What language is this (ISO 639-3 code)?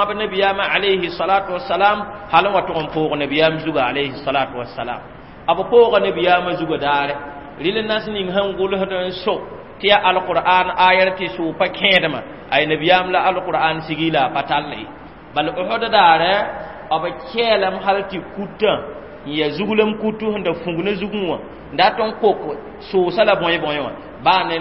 mos